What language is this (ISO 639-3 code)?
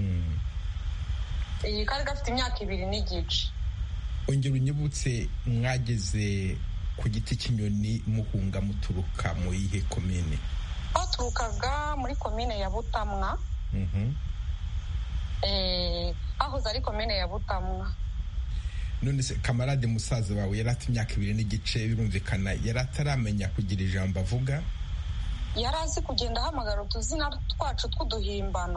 kin